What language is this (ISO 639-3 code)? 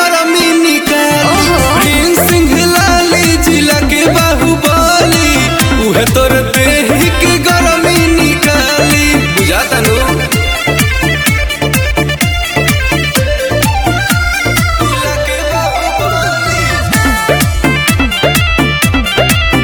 bho